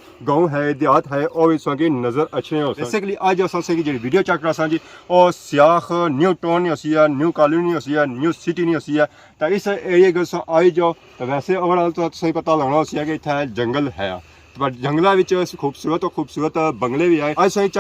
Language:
Pahari-Potwari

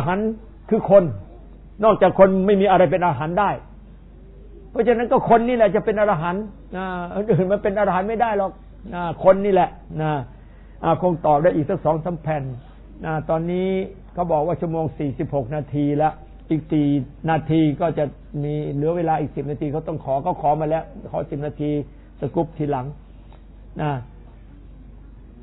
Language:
Thai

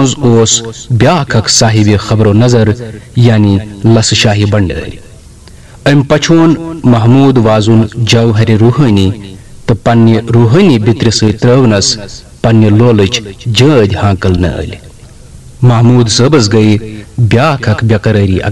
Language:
Kashmiri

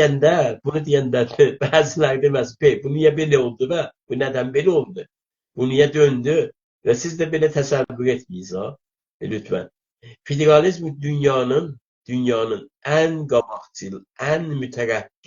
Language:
South Azerbaijani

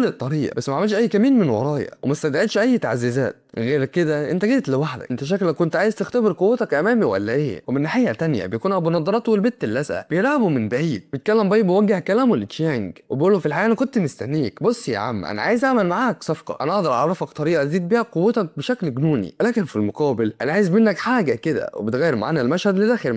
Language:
Egyptian Arabic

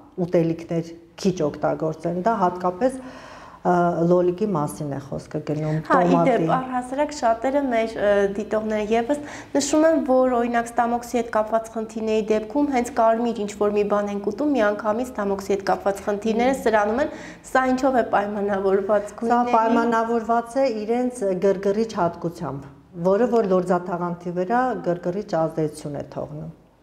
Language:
Armenian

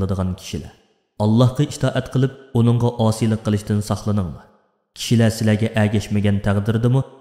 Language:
Uyghur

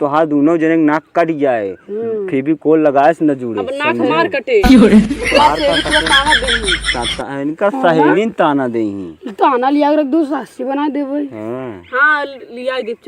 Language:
Awadhi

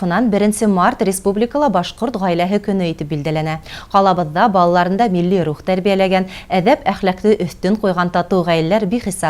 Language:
Bashkir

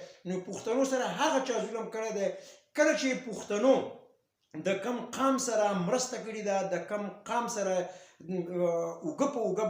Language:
Pashto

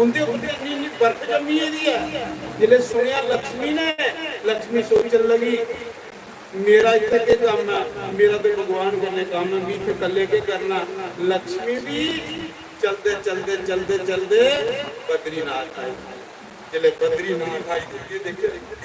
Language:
Dogri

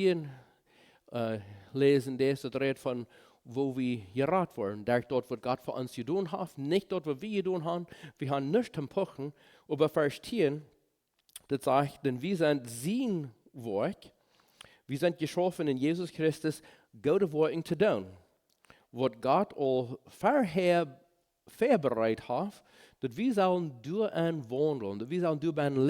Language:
Plautdietsch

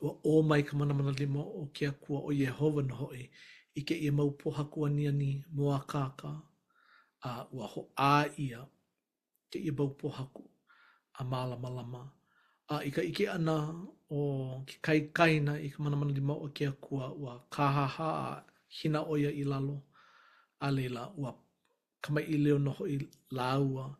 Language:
Hawaiian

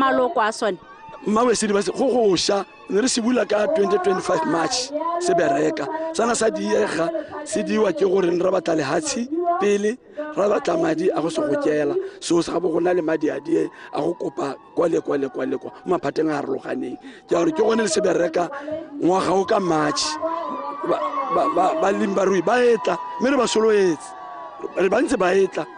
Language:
Tswana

